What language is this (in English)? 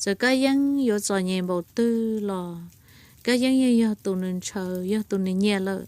Hmong